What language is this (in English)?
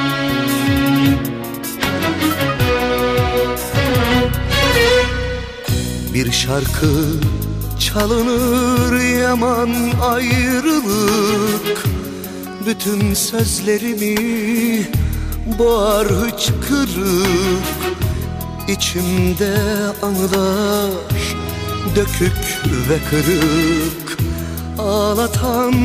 Turkish